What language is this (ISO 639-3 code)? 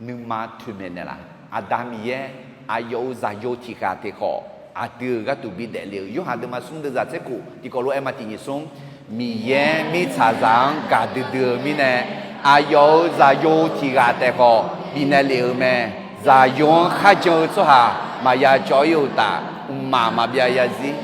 ahk